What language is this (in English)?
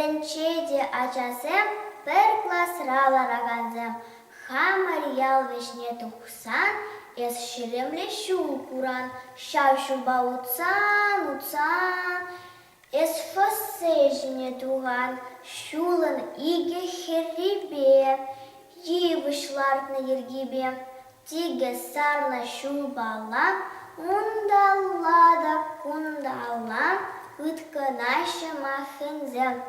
Chuvash